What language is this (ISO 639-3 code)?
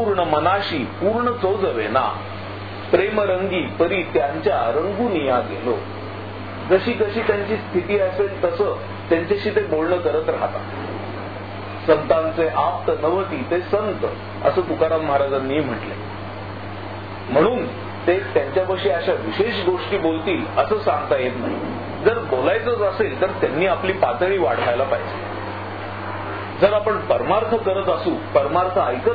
mar